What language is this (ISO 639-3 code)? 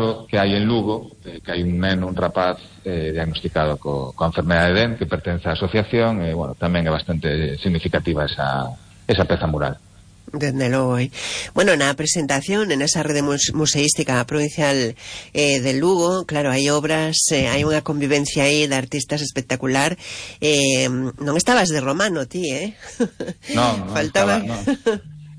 glg